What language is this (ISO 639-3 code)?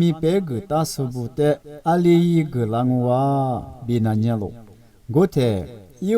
lis